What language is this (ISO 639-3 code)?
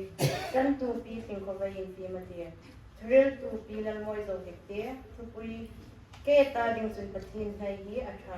hmr